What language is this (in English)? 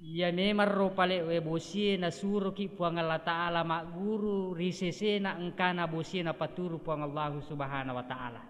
Buginese